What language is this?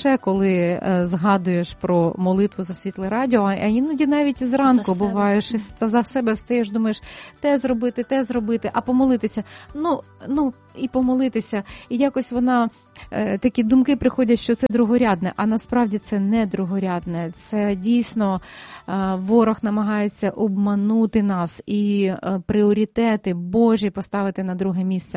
Ukrainian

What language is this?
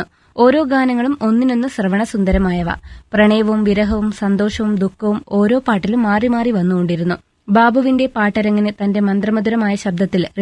Malayalam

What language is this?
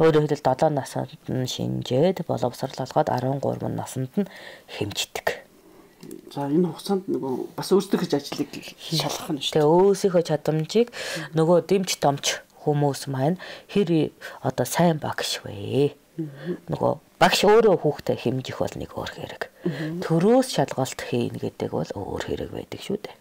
Mongolian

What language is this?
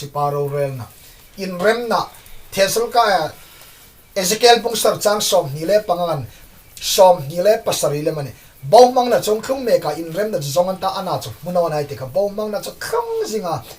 Hmar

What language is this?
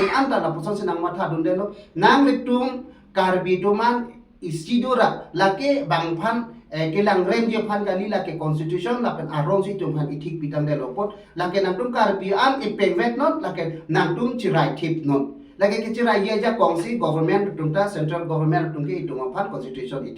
Karbi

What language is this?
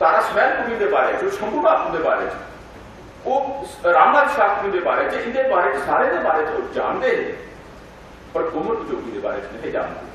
Dogri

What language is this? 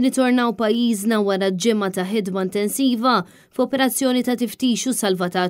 Maltese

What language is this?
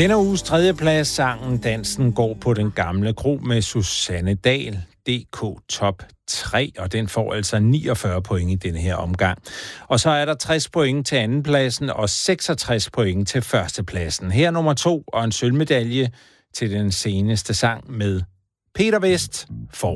Danish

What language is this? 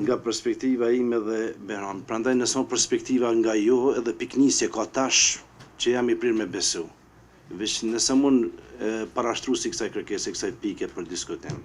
Albanian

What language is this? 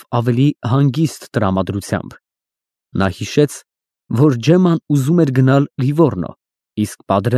Armenian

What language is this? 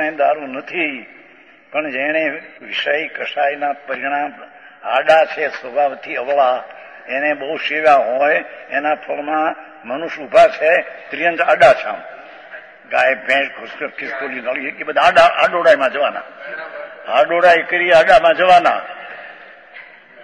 Gujarati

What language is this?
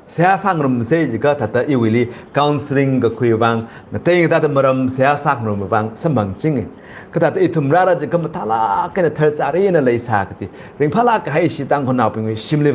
Tangkhul Naga (India)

